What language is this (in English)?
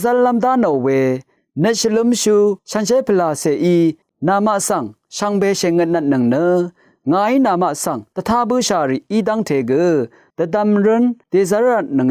Rawang